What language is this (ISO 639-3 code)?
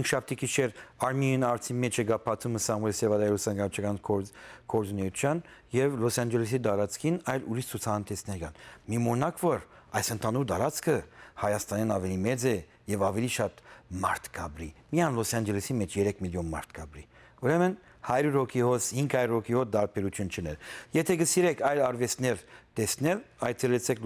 hyw